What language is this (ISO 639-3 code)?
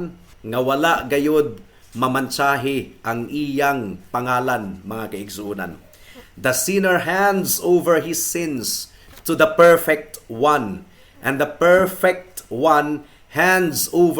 ceb